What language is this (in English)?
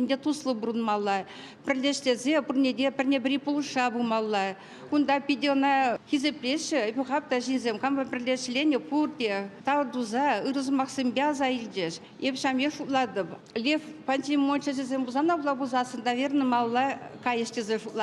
Chuvash